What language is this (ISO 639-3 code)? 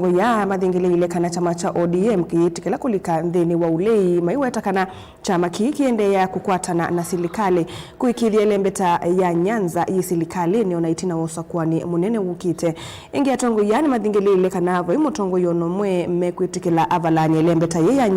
kam